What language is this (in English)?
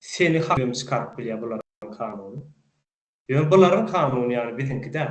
Turkmen